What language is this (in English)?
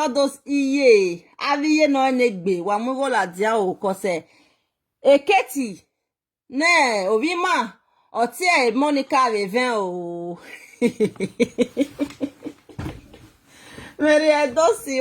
Nigerian Pidgin